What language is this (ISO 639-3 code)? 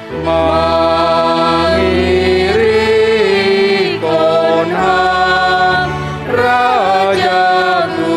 bts